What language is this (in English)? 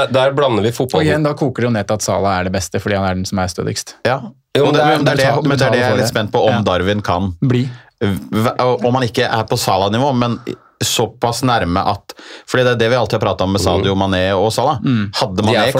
Norwegian